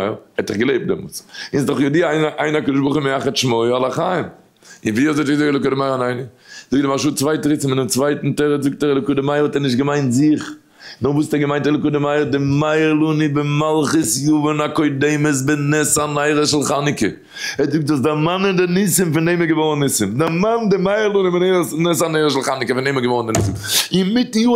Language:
Yiddish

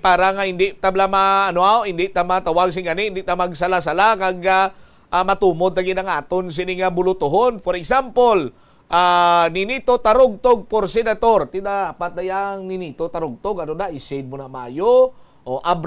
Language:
Hiligaynon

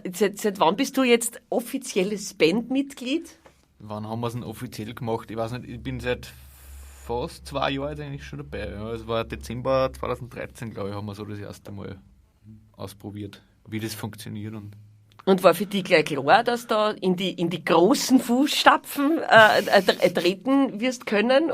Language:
Bavarian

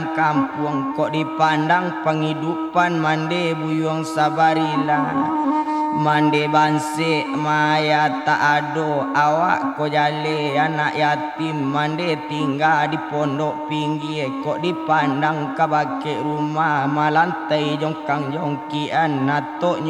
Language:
Minangkabau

